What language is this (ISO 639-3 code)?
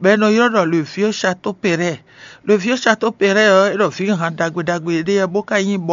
fon